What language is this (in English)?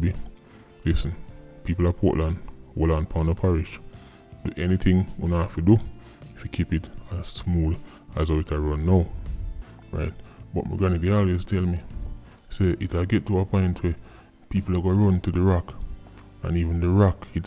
Jamaican Creole English